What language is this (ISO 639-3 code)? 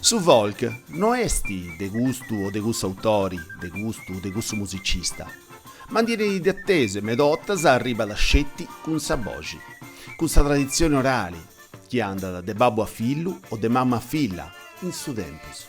srd